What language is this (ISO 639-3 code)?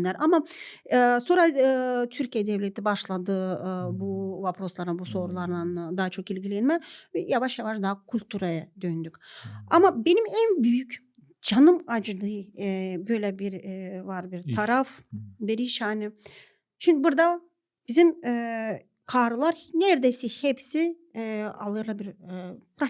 gag